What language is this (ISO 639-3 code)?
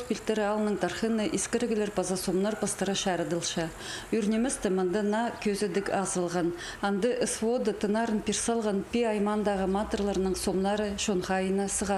kjh